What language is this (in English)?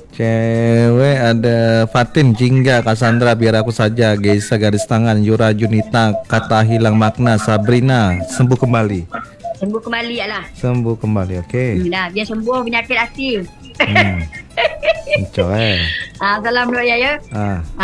Indonesian